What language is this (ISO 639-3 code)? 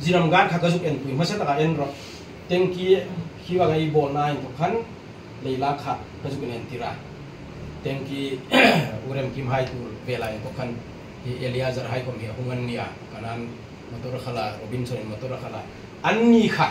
hmr